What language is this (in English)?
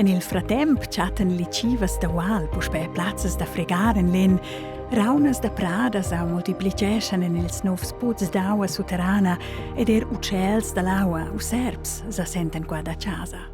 Romansh